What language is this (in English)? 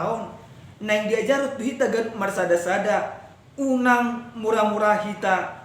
Batak Toba